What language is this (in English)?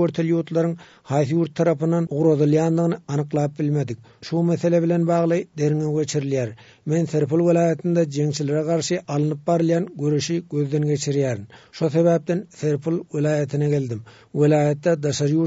Turkmen